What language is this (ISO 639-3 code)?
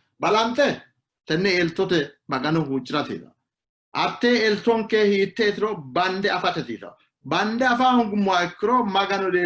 sid